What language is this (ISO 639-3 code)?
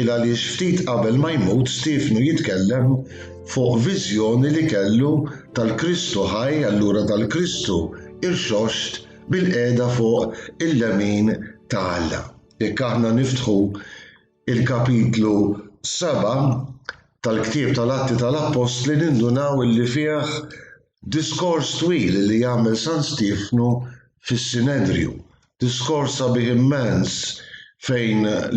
mlt